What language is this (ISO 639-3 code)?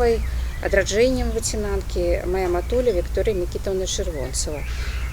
bel